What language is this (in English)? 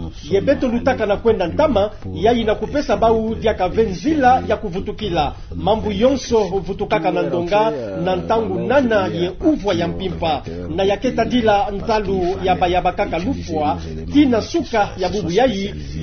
Kituba (Democratic Republic of Congo)